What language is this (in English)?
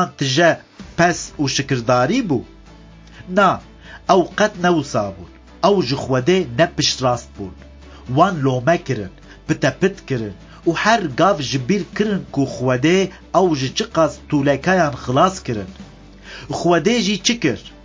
Kurdish